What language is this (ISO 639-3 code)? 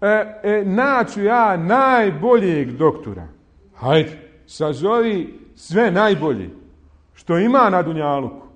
bos